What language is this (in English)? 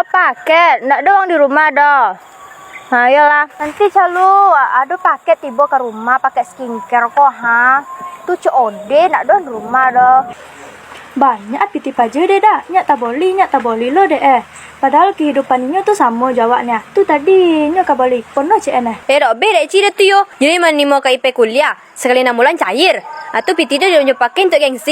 Minangkabau